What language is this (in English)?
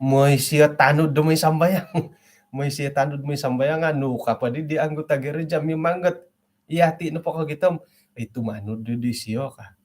Central Dusun